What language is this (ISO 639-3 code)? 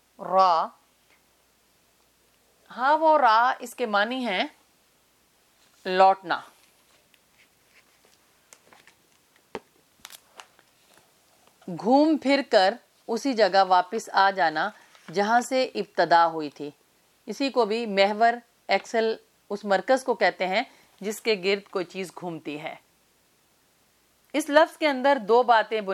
urd